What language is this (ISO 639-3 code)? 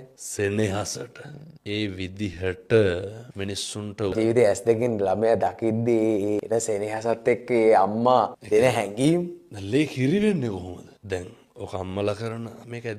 sin